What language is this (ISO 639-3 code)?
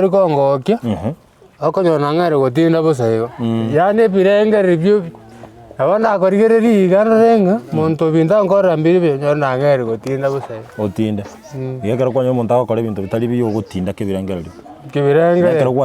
guz